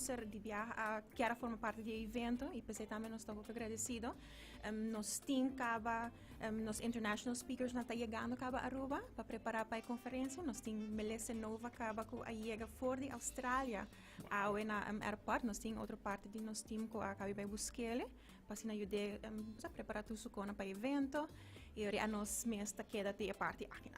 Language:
Papiamento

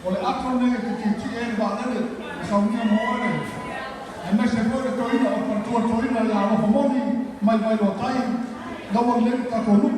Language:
Samoan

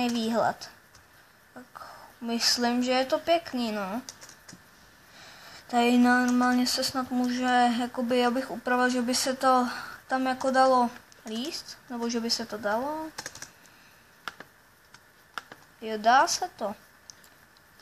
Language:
Czech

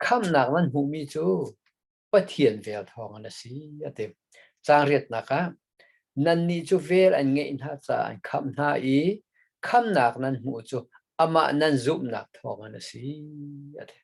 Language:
Hakha Chin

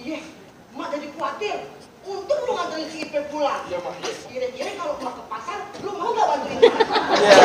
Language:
Betawi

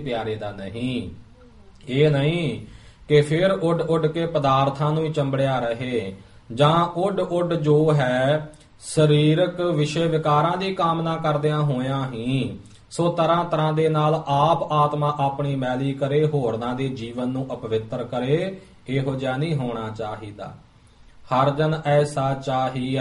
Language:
Punjabi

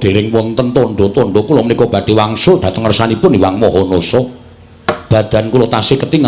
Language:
Javanese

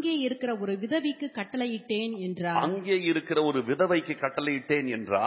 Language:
Tamil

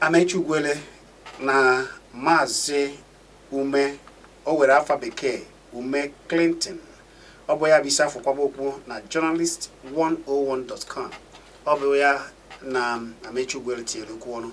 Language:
Igbo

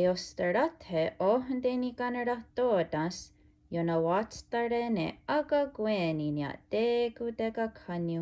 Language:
Mohawk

